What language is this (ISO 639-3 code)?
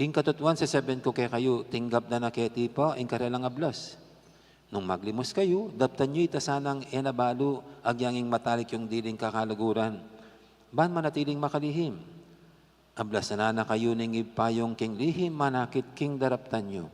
pam